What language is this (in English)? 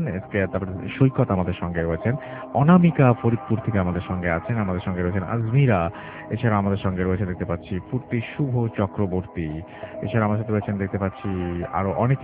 Bangla